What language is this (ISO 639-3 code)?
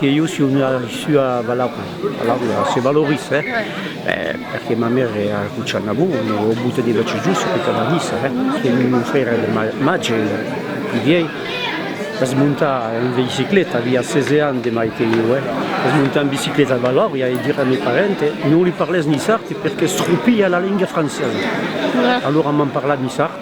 oci